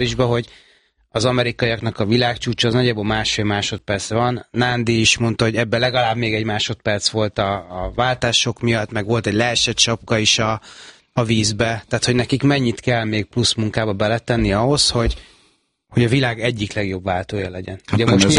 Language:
Hungarian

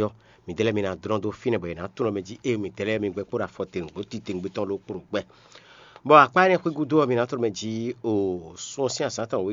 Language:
Fon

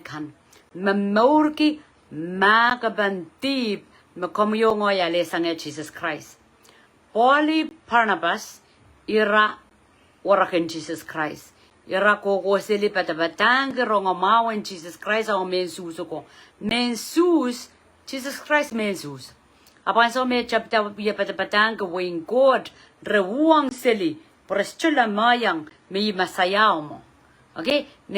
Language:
Pohnpeian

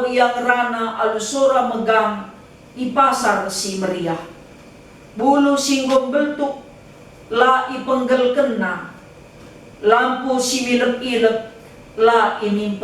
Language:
Batak Karo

